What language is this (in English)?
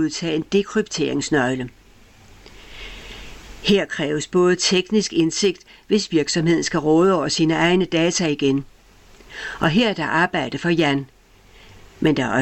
Danish